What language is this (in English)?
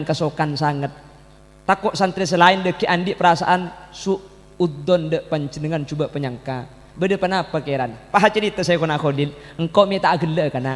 Madurese